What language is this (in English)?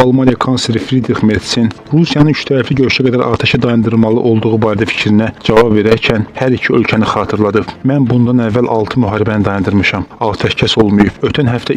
Azerbaijani